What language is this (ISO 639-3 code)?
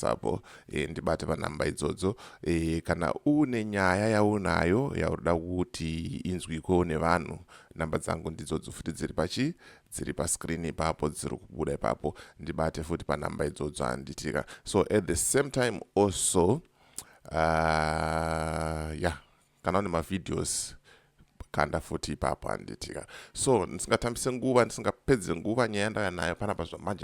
sna